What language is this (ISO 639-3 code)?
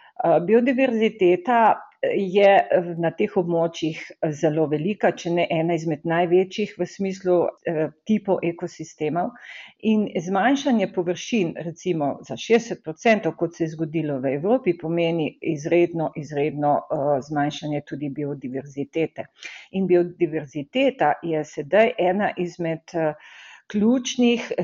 slv